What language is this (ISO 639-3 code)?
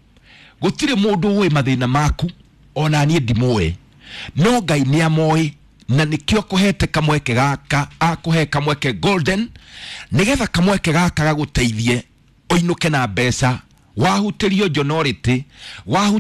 kik